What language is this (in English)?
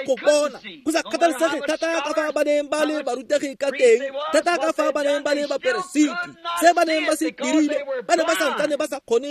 Tswana